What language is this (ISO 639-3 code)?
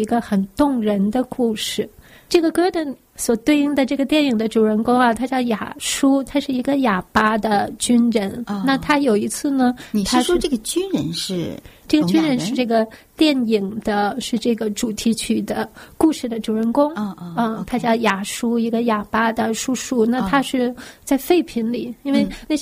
zho